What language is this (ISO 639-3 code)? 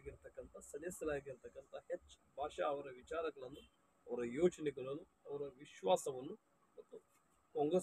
kan